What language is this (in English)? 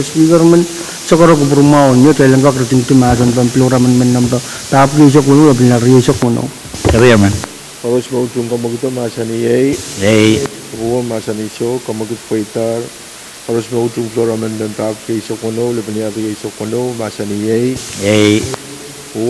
Pohnpeian